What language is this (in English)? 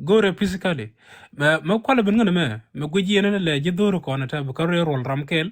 Nuer